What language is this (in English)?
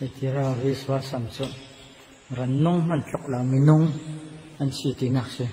Falam Chin